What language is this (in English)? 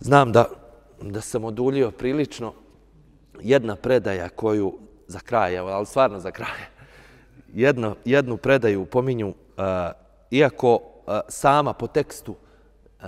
Bosnian